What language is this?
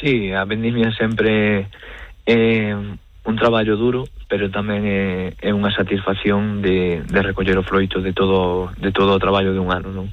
Galician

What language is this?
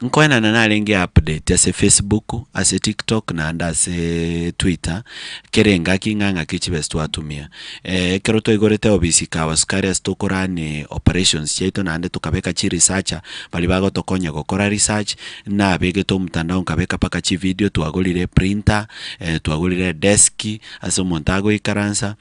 Gusii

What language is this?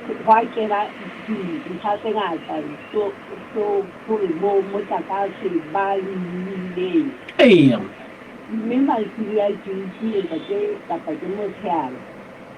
Southern Sotho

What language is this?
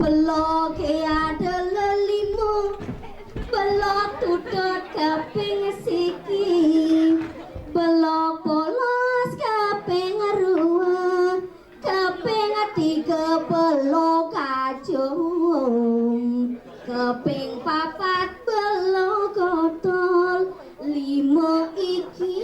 Balinese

